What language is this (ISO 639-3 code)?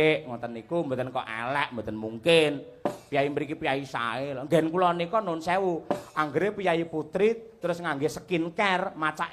jav